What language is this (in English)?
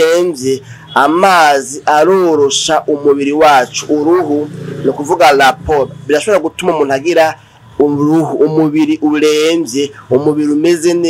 Rundi